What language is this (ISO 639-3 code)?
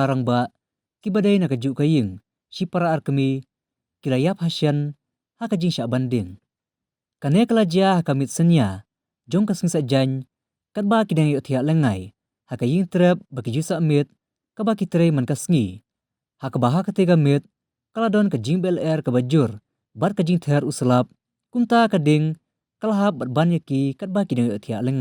kha